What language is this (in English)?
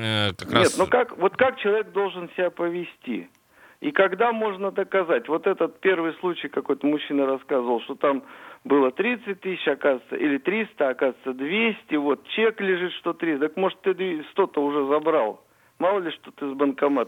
Russian